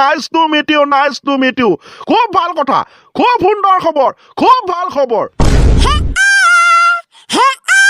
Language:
Assamese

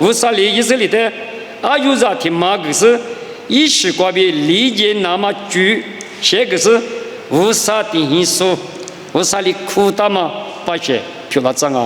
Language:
Lisu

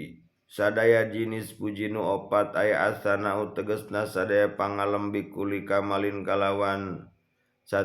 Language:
Sundanese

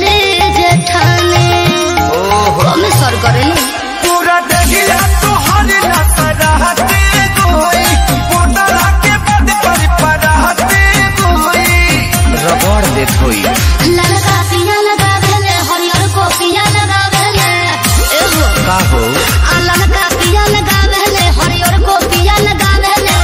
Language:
Bhojpuri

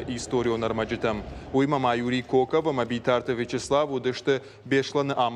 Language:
Ossetic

